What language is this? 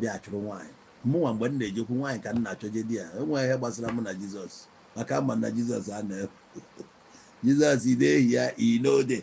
Igbo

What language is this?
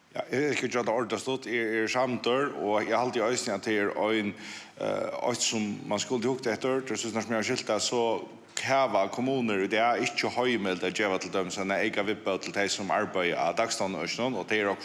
Faroese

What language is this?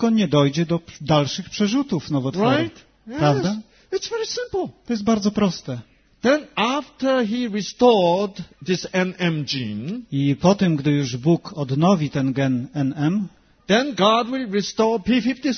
Polish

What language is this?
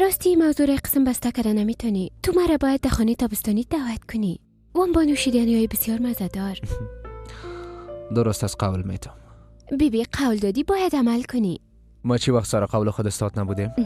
Persian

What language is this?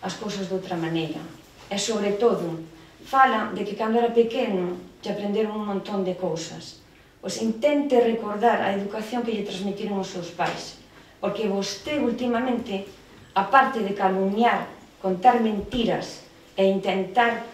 Galician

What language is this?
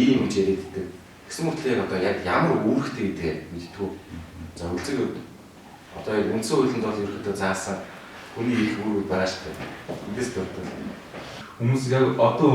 Mongolian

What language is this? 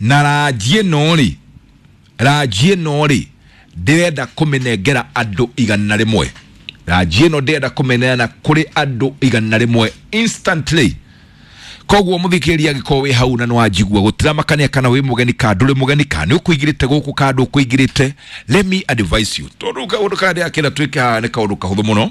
Kikuyu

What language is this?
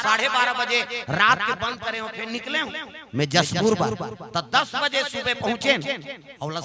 Chhattisgarhi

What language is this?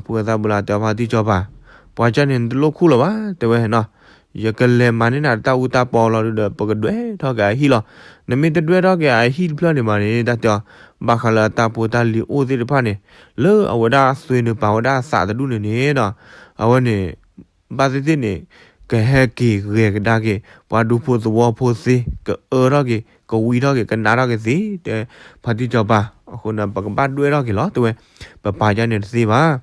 S'gaw Karen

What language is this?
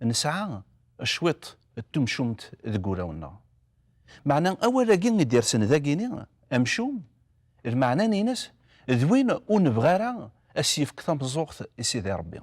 Kabyle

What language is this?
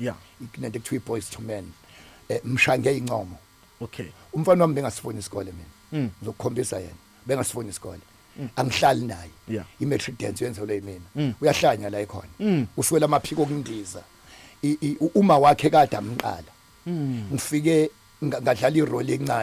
Zulu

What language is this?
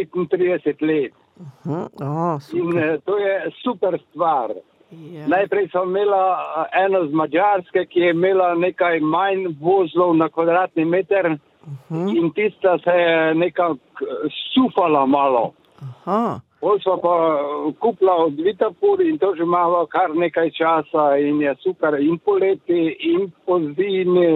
Slovenian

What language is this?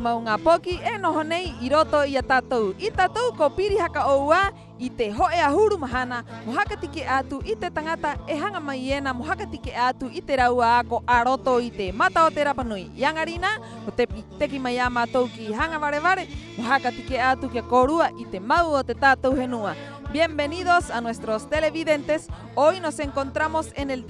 Rapanui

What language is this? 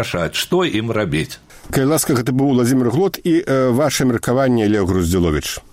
Belarusian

